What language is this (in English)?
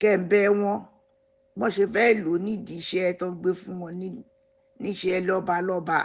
Yoruba